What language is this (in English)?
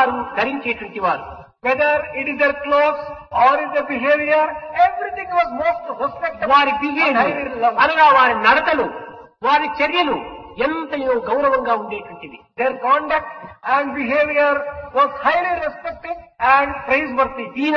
Telugu